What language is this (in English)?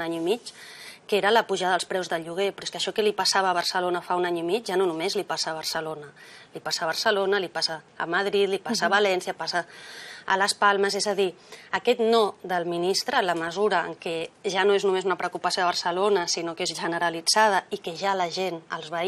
Catalan